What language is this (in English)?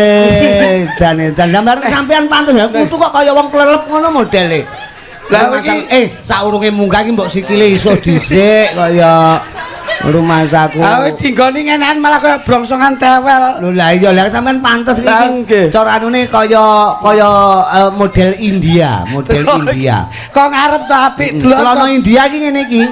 Javanese